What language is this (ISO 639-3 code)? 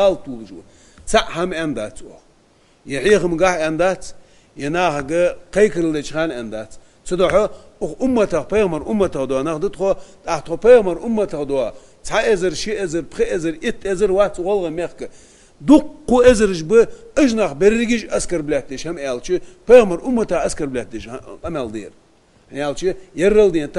inh